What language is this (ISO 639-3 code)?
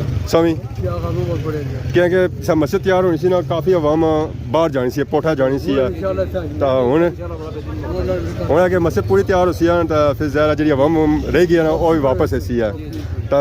phr